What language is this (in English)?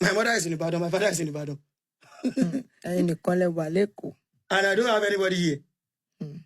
Yoruba